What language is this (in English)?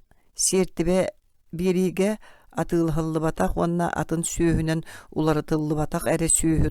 Yakut